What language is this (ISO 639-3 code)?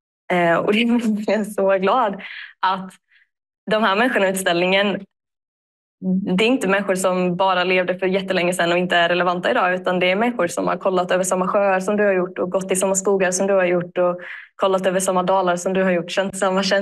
swe